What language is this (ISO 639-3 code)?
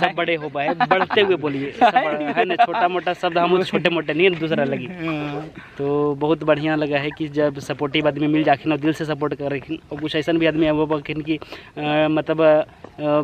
mag